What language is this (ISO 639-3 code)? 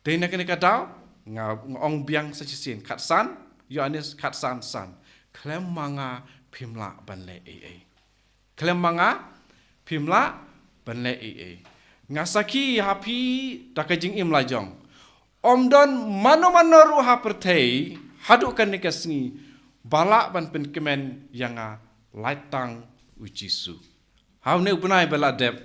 kha